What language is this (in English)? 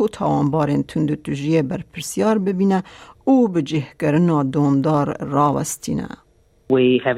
Kurdish